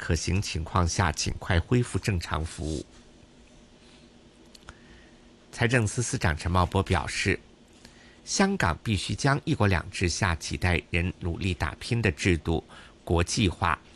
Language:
Chinese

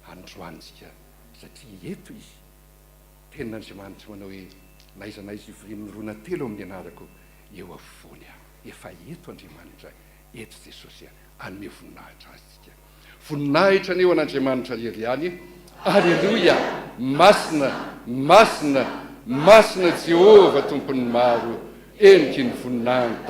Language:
Malagasy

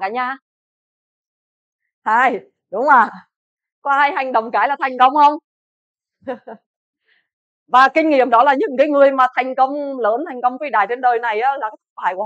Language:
Vietnamese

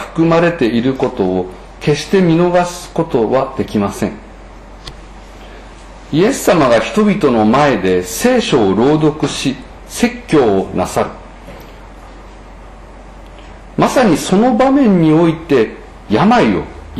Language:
Japanese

